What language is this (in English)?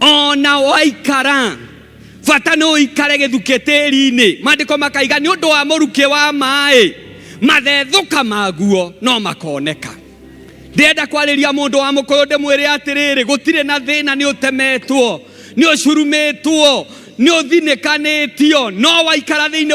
Kikuyu